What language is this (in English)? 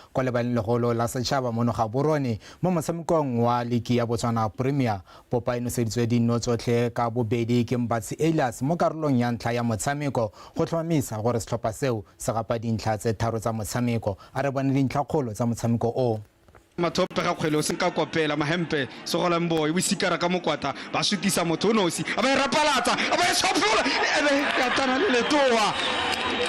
Tswana